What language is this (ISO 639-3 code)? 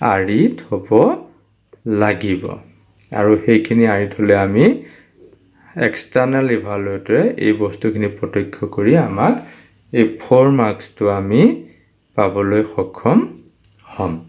asm